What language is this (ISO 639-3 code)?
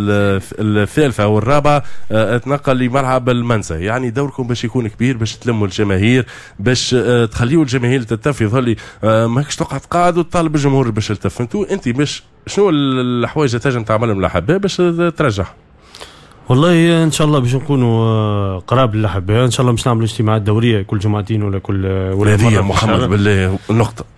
aeb